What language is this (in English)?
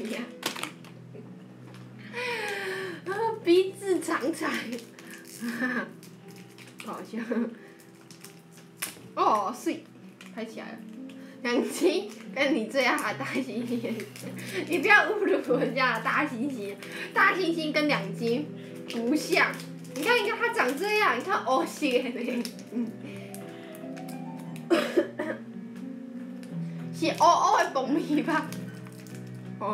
Chinese